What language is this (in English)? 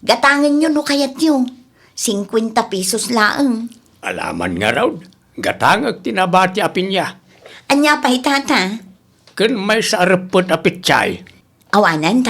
Iloko